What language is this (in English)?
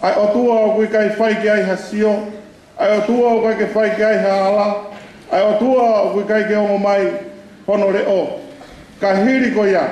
Tongan